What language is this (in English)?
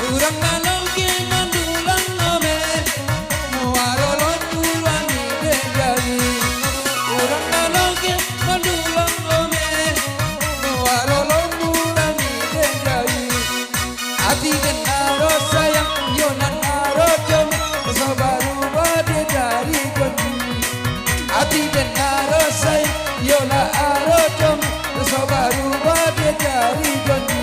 Minangkabau